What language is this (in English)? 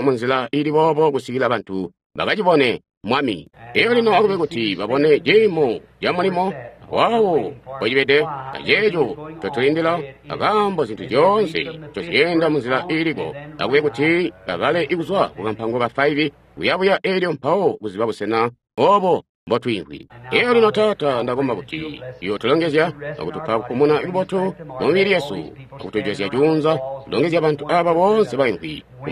Tonga (Zambia)